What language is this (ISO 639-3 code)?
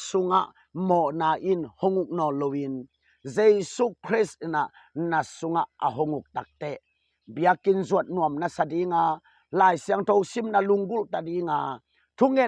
ctd